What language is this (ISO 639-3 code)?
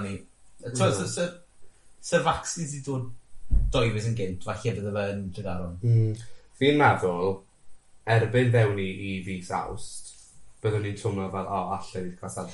cym